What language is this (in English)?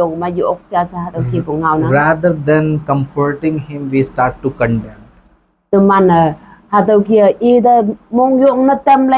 Konyak Naga